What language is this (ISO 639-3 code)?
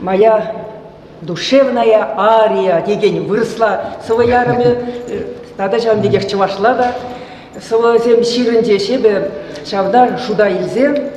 chv